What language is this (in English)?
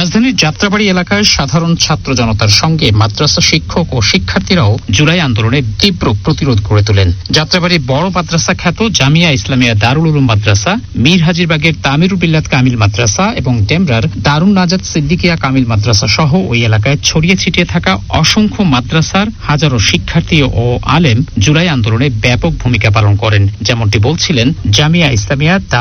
Bangla